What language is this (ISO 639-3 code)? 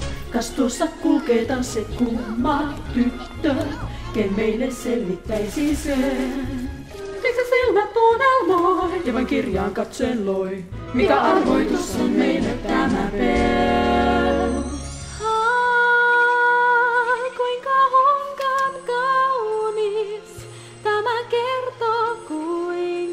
fin